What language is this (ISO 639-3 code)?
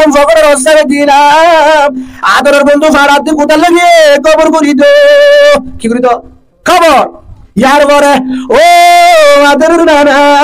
rhg